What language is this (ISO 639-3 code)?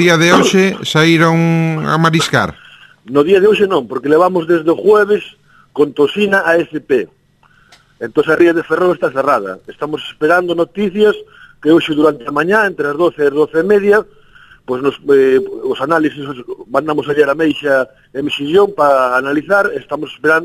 glg